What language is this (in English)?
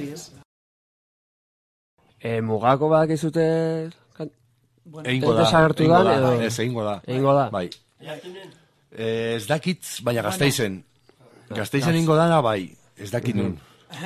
Basque